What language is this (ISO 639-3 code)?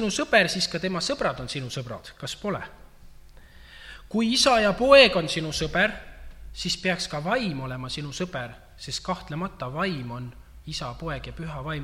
est